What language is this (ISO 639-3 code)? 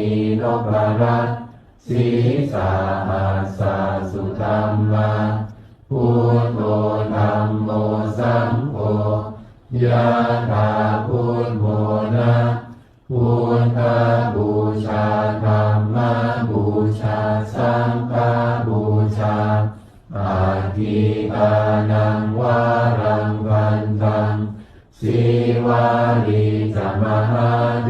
pli